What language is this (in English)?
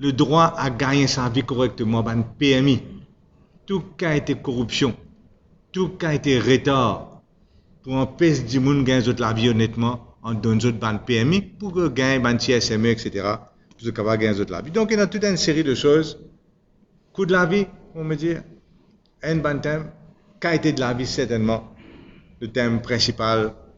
Morisyen